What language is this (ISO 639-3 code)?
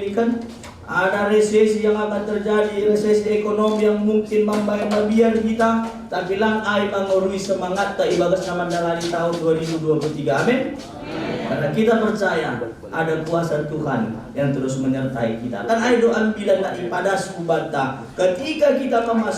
bts